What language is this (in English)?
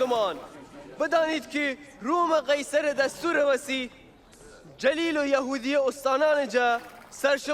Gilaki